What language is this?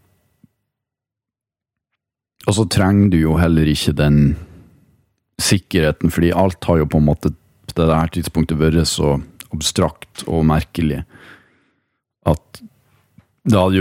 Norwegian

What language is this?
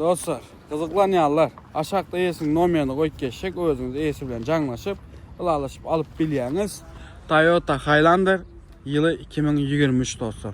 Turkmen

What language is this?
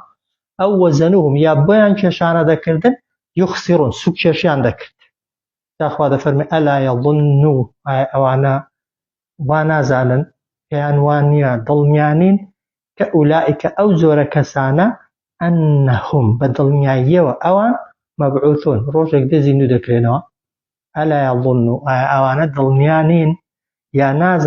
Central Kurdish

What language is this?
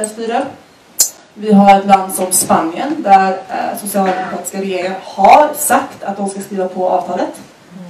Swedish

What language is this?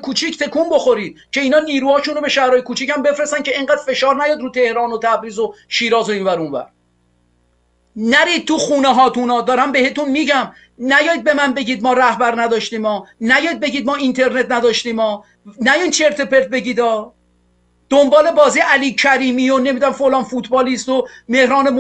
Persian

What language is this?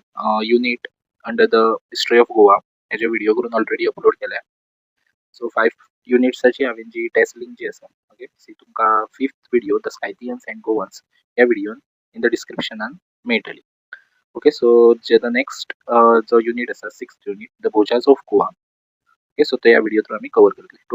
Konkani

